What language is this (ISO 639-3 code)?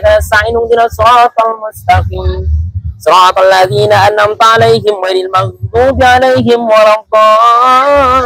mad